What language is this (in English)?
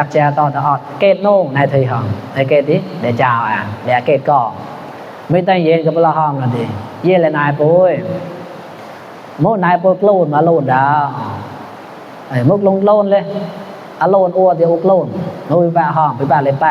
Mon